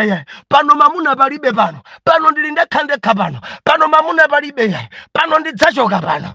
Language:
Nyanja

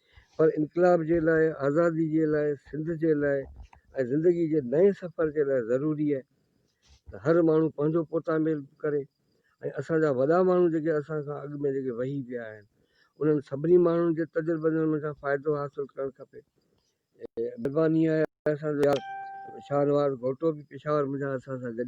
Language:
Sindhi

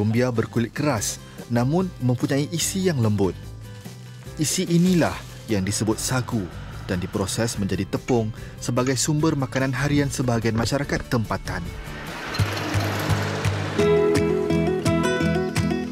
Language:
Malay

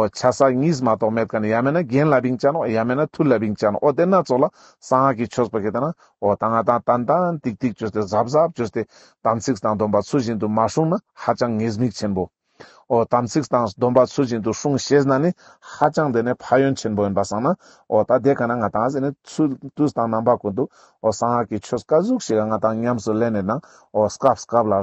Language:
Ladakhi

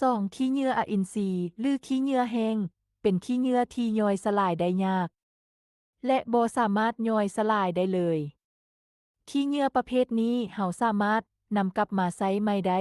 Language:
Lao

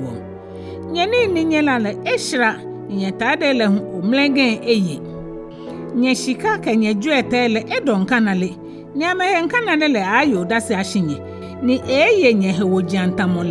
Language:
Ga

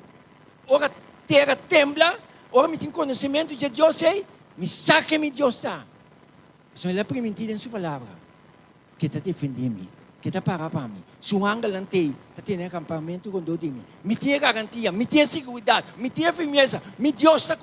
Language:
Papiamento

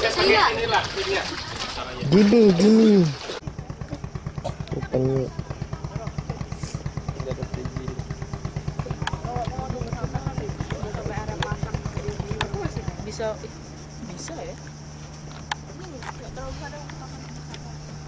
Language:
Indonesian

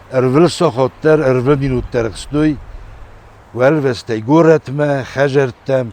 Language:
Ossetic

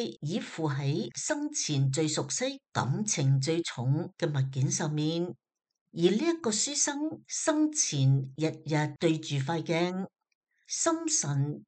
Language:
Cantonese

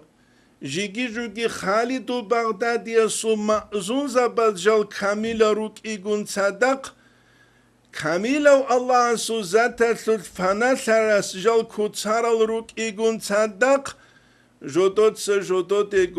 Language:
Avaric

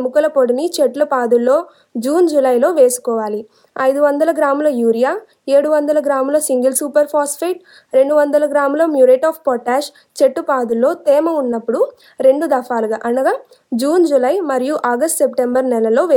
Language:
Telugu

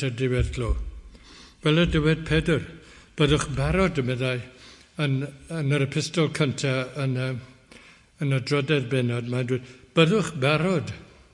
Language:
Welsh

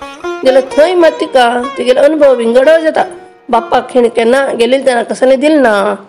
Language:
Konkani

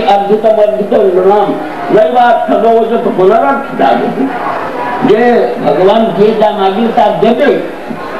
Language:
Odia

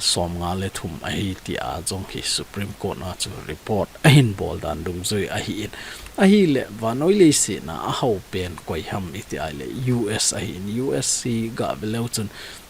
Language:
Thado Chin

